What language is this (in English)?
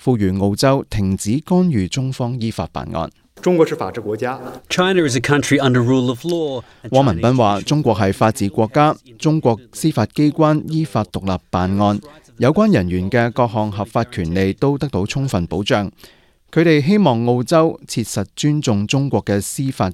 Cantonese